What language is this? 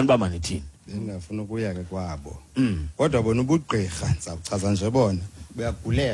Xhosa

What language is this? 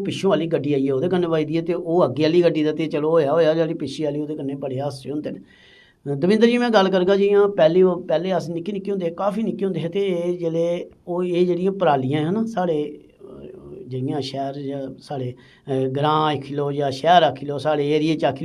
Dogri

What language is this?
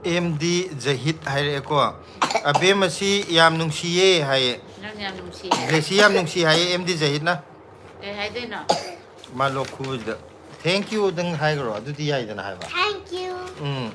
Manipuri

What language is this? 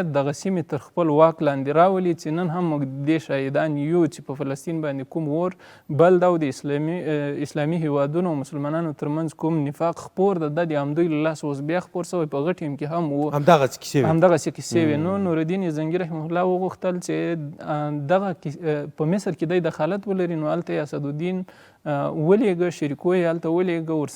Pashto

